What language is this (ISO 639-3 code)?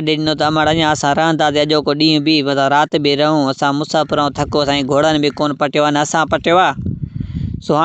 snd